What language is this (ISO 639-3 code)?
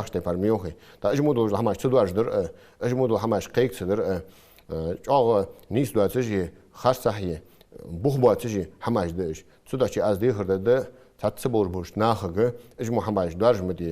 inh